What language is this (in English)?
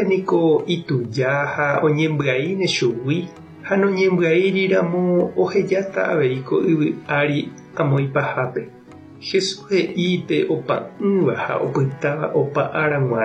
Guarani